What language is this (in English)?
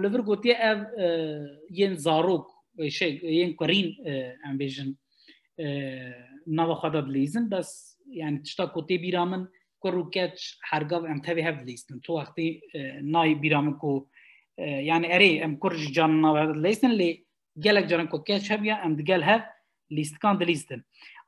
Kurdish